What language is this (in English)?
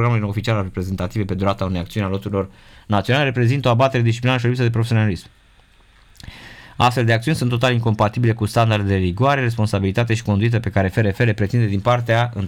Romanian